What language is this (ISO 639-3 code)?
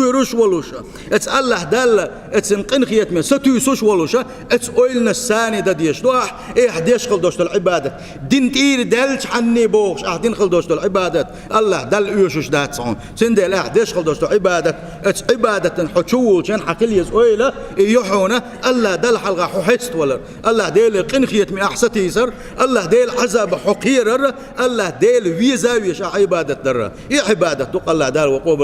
che